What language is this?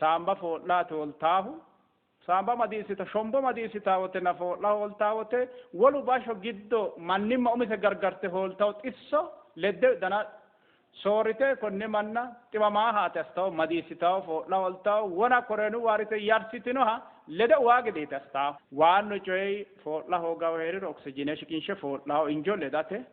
Sidamo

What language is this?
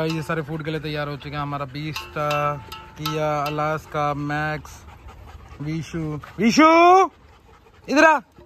Hindi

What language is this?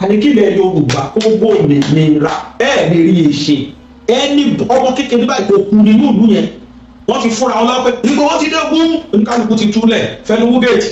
Yoruba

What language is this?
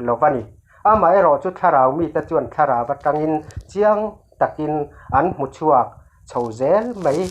Mizo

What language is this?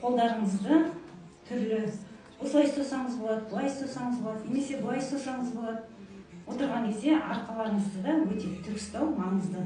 Kazakh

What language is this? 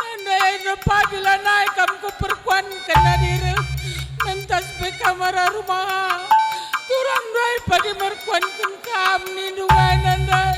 Batak Karo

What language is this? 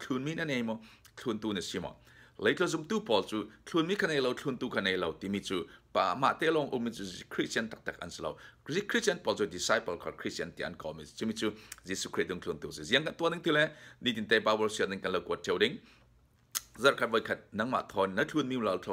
Falam Chin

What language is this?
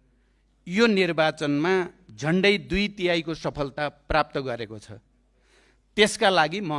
Nepali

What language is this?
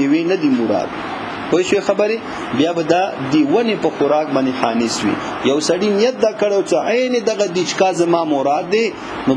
Pashto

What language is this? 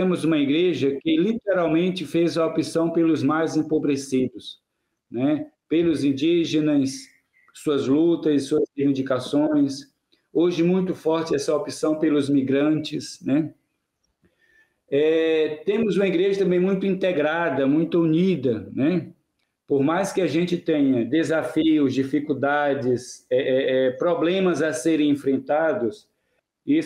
Portuguese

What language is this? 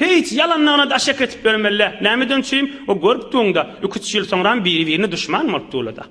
Turkmen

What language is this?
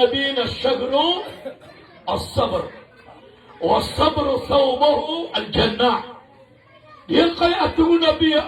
Maranao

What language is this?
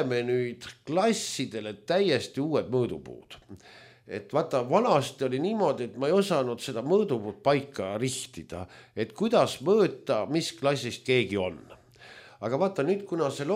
Estonian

